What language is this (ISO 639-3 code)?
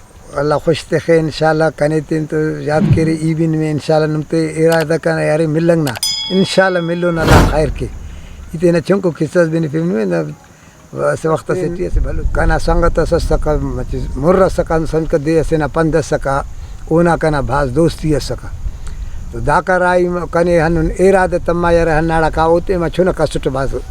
brh